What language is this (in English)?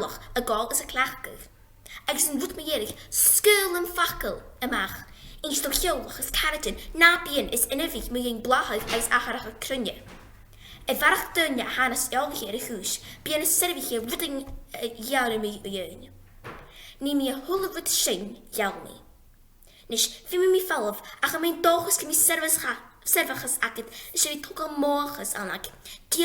Scottish Gaelic